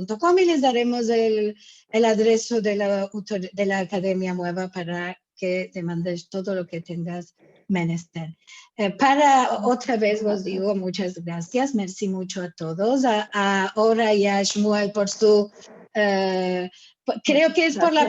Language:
Ladino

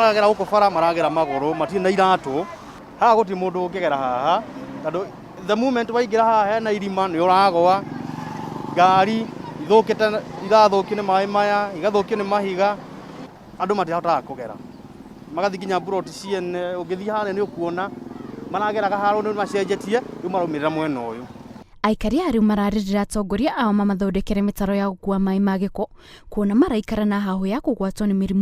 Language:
Kikuyu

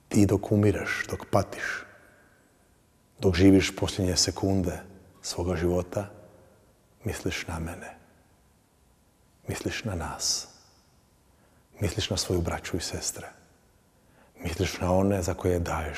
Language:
Croatian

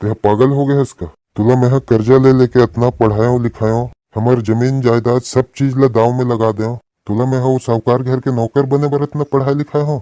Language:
Chhattisgarhi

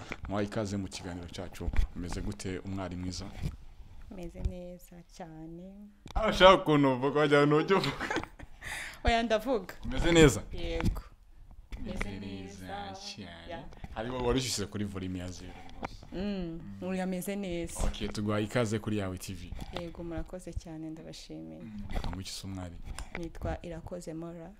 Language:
Kinyarwanda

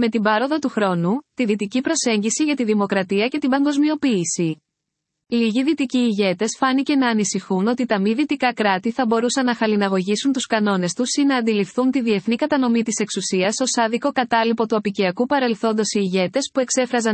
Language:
Greek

